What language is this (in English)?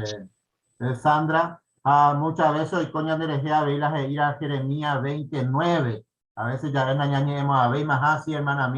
Guarani